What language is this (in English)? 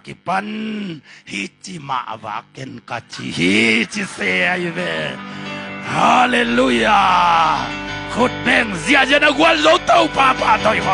Tedim Chin